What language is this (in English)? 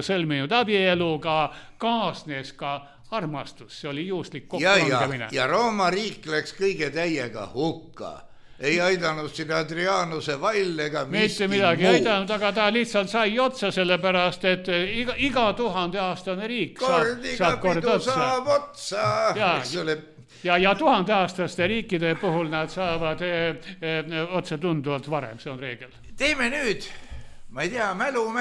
Estonian